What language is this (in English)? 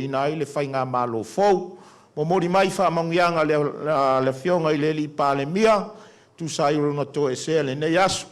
Samoan